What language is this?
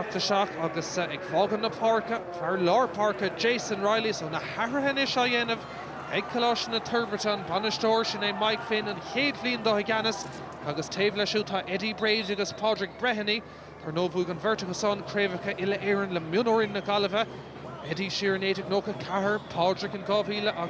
Irish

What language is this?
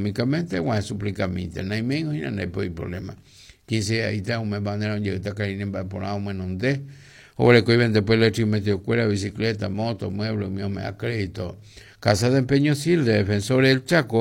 Guarani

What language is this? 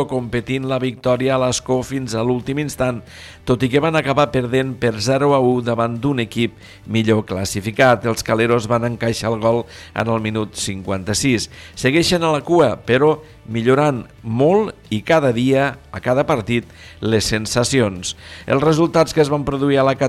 Catalan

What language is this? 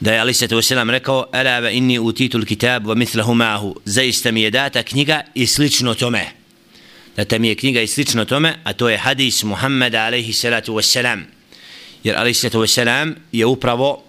Bosnian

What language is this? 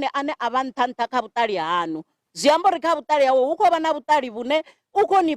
Venda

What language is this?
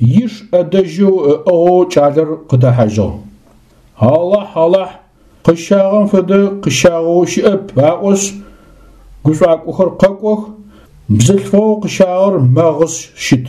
Adyghe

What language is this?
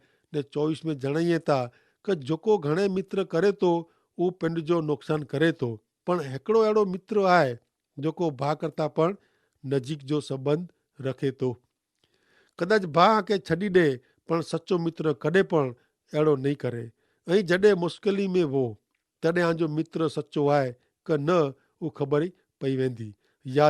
Kachhi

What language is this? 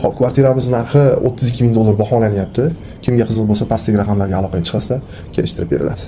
Uzbek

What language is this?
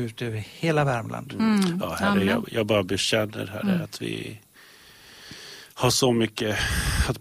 Swedish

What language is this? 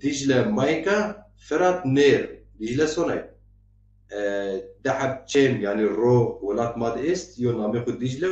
Zaza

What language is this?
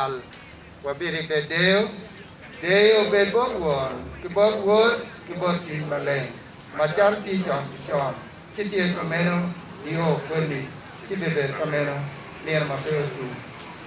Acoli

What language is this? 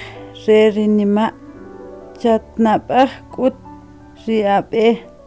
Kʼicheʼ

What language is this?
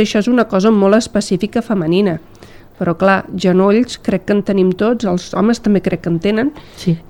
Catalan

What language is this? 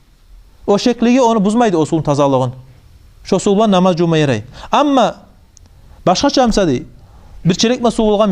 Kumyk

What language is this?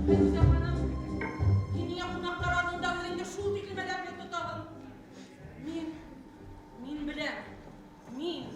Bashkir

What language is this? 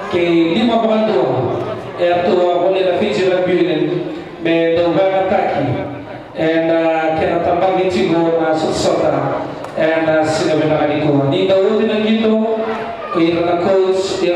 Fijian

